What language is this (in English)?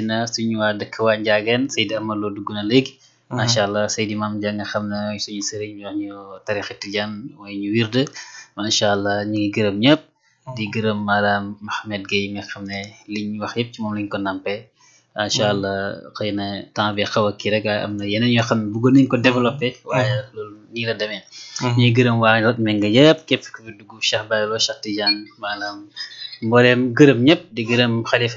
Wolof